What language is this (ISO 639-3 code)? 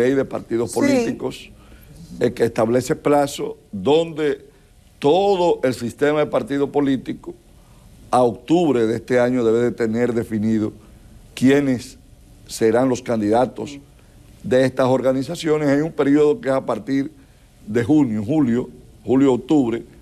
spa